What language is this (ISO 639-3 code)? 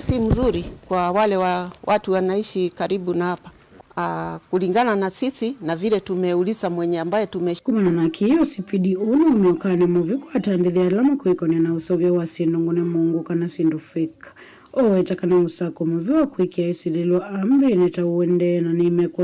kam